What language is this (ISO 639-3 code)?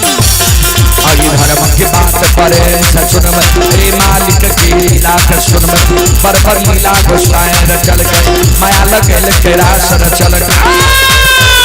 mai